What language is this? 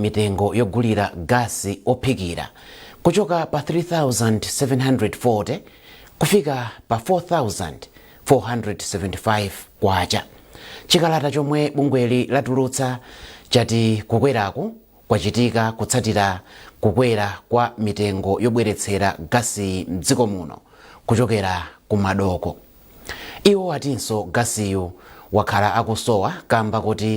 Nyanja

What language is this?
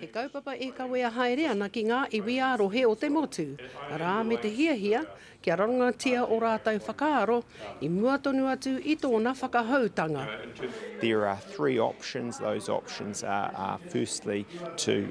Māori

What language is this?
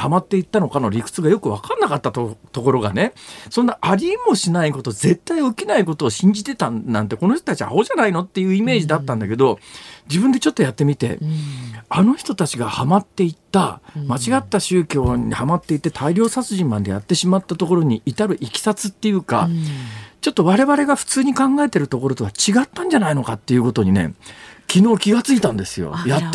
Japanese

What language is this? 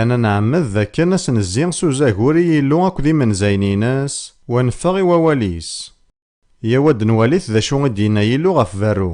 Kabyle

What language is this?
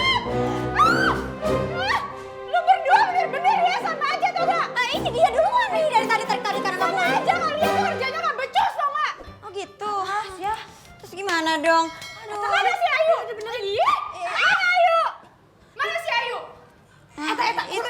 Betawi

